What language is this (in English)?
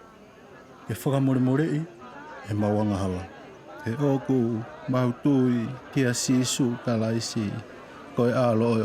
Tongan